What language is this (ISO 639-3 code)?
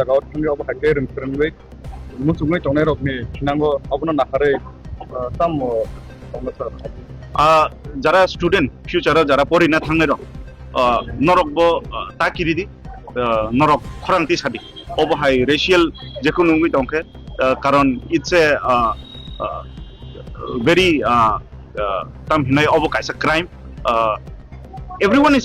trp